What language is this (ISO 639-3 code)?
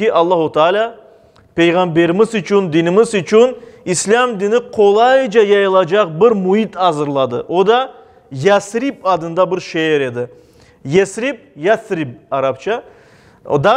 crh